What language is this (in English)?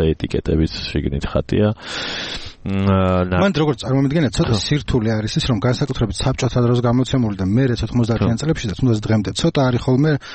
Georgian